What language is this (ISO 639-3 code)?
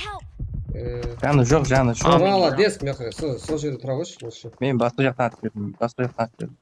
kaa